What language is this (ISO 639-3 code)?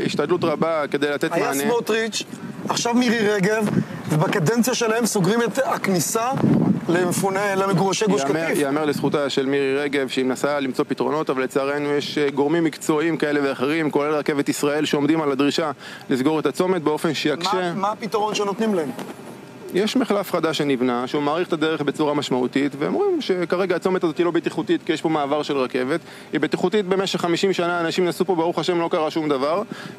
heb